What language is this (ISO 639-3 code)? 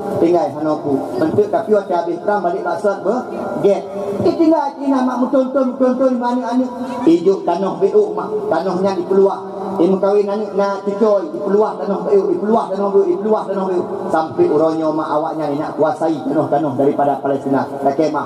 ace